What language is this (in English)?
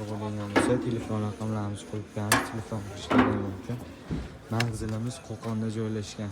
Uzbek